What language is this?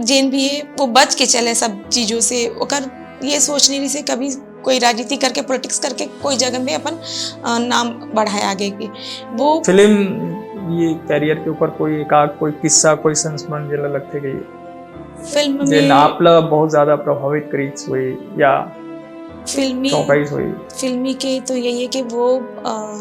Chhattisgarhi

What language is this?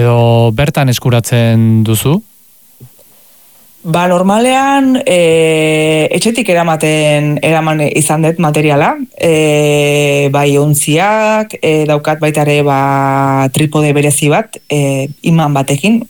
Basque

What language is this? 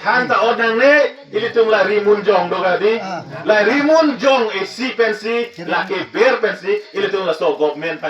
Karbi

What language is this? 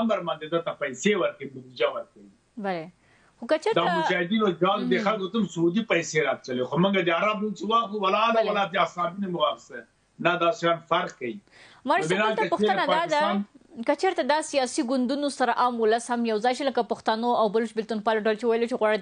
Pashto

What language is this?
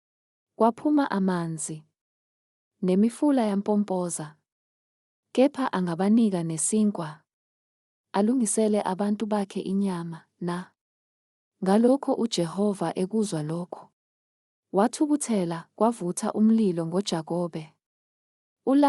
Zulu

